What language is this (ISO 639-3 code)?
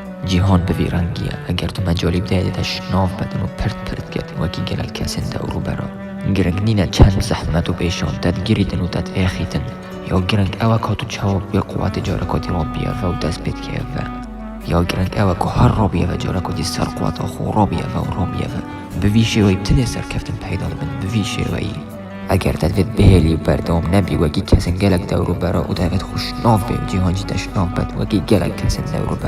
kur